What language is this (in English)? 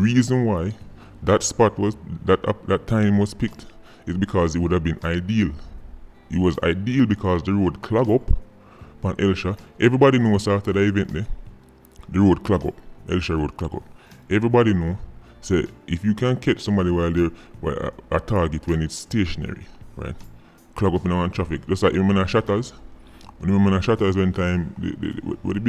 Jamaican Creole English